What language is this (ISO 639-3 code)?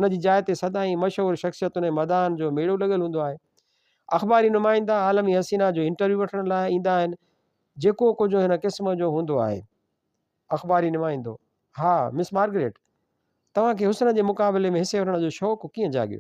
snd